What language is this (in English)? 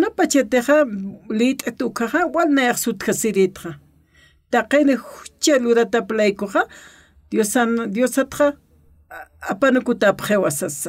Aymara